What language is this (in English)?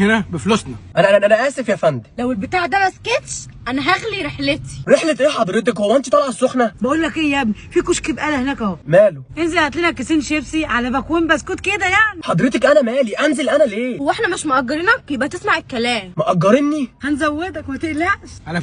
Egyptian Arabic